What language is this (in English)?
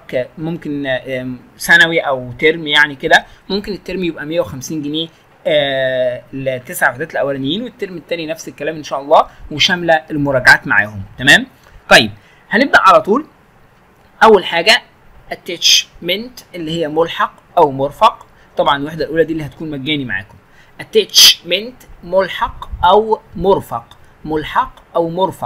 Egyptian Arabic